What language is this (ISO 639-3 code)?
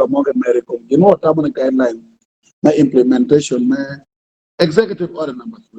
ach